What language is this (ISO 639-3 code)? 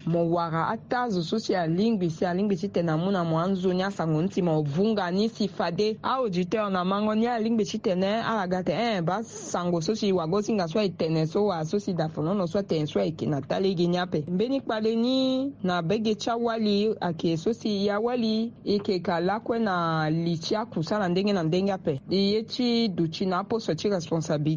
sag